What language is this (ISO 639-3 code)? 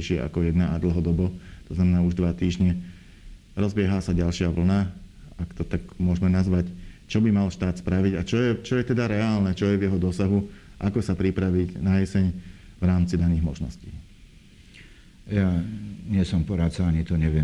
slk